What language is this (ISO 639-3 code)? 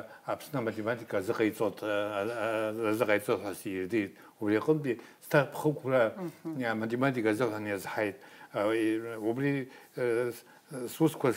abk